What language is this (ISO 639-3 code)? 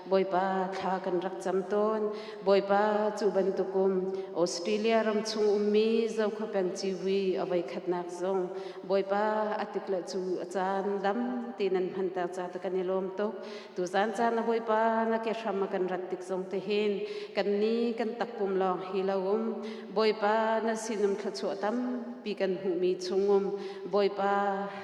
cnh